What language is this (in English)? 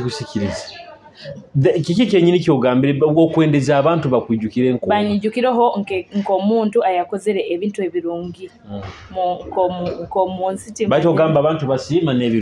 Nyoro